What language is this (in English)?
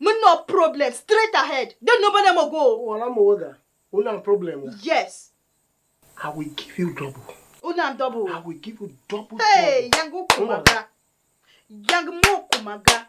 Tiv